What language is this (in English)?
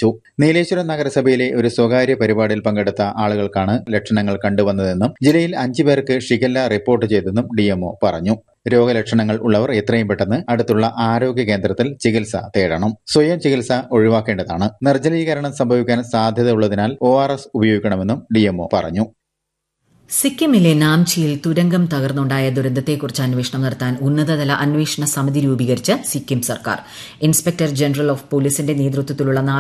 Malayalam